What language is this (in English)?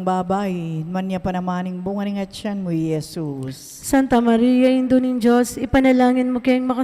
Pampanga